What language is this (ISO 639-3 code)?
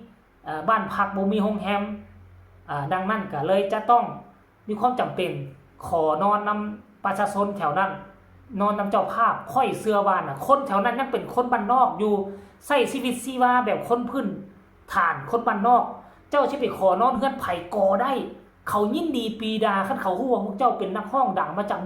lao